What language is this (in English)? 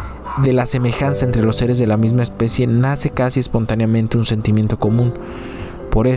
Spanish